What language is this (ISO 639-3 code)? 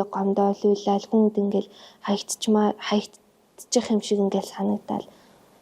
mon